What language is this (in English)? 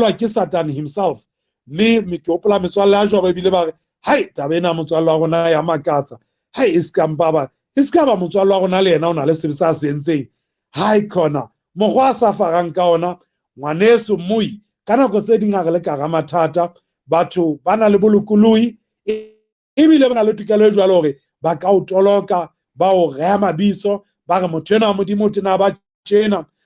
Southern Sotho